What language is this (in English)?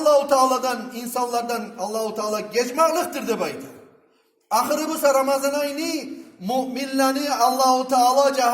Kumyk